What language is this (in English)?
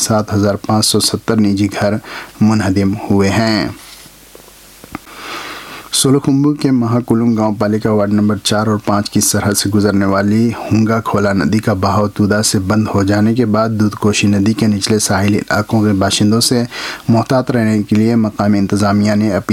Urdu